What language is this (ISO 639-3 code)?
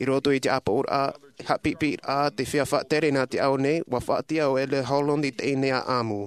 tah